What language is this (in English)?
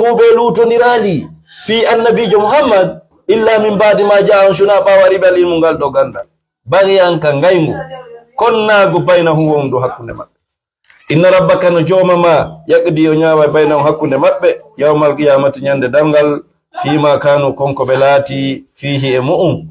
Fula